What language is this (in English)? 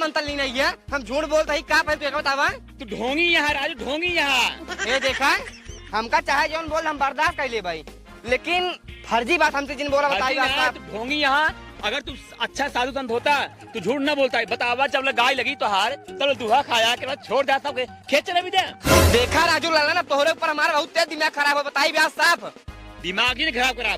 Awadhi